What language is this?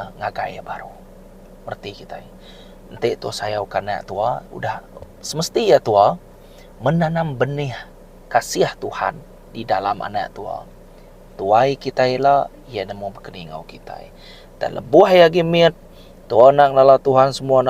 Iban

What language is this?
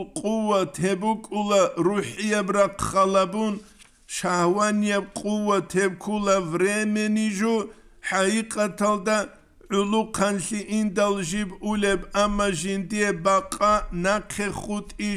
Avaric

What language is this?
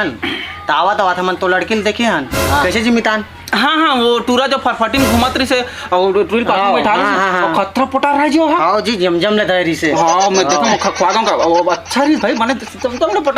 Chhattisgarhi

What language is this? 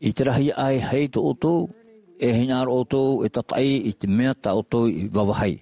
Tahitian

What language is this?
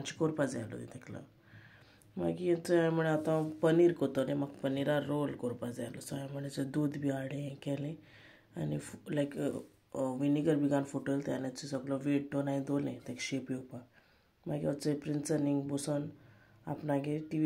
Konkani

